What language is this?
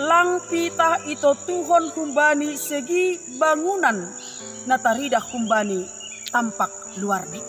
Batak Simalungun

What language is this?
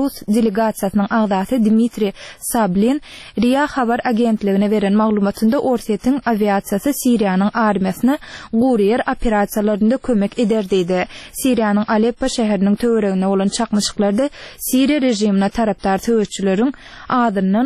Turkmen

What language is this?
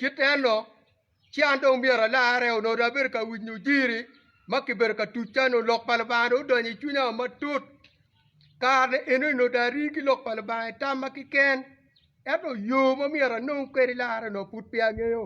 Acoli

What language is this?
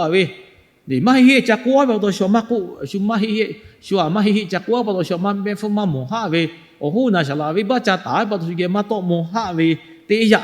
Lahu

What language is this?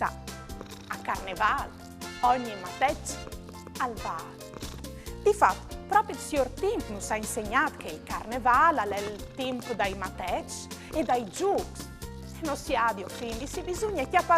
Friulian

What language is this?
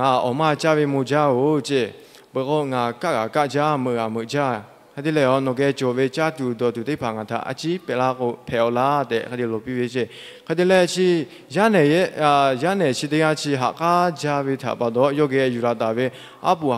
Lahu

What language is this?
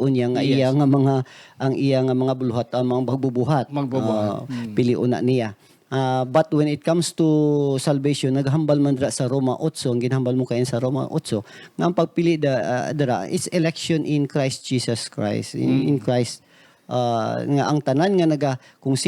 Hiligaynon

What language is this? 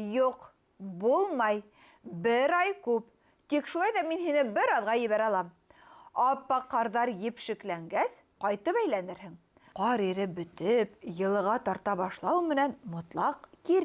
Bashkir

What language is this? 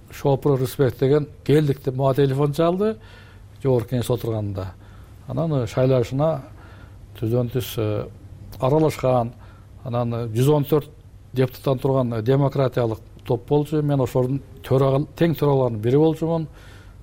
Kyrgyz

